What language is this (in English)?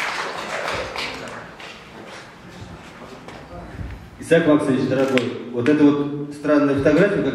Russian